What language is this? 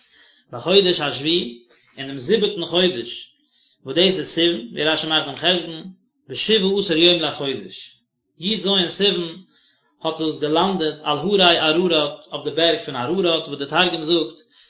Yiddish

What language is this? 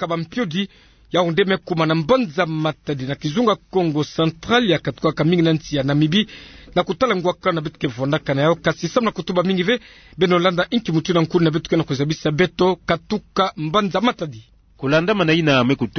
Kituba (Democratic Republic of Congo)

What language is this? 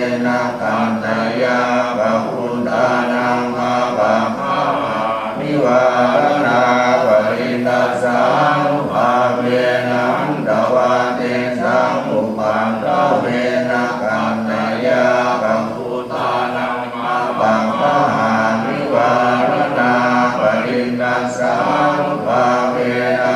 Pali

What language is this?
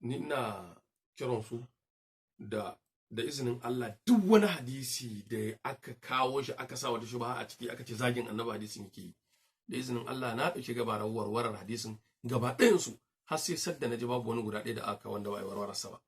Hausa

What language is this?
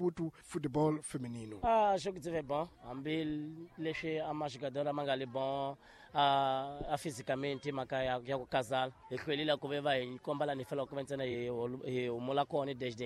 Tsonga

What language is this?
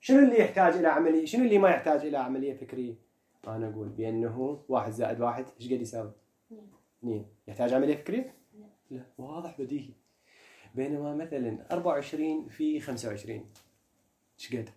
Mesopotamian Arabic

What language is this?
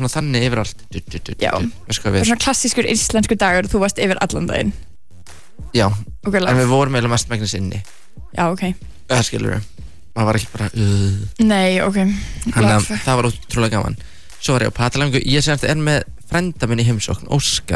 Icelandic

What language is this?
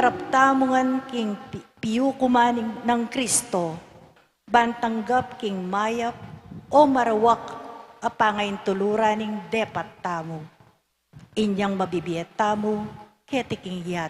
Pampanga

